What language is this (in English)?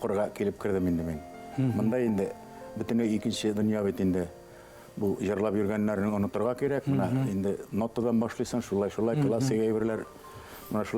Bashkir